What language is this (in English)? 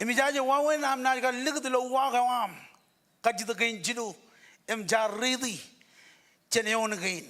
Marshallese